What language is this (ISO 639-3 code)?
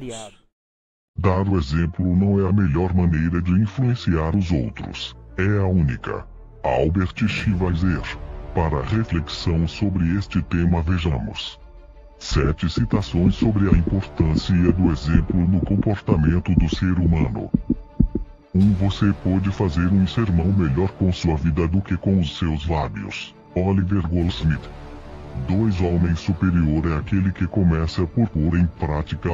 por